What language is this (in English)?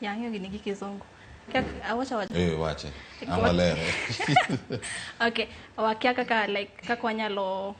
Luo (Kenya and Tanzania)